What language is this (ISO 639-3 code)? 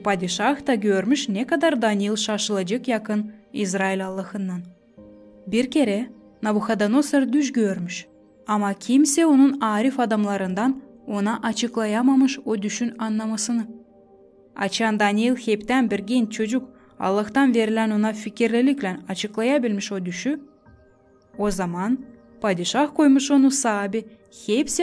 gag